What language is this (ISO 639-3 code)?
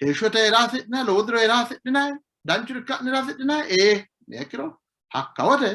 sid